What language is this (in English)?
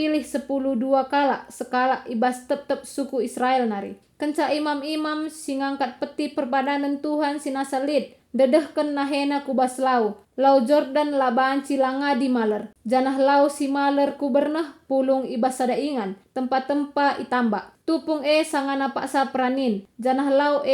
Batak Karo